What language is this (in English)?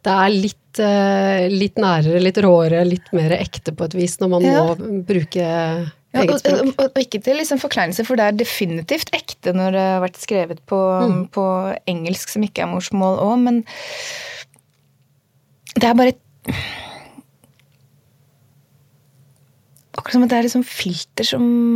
Norwegian